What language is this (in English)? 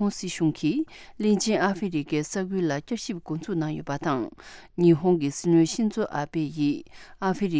Tibetan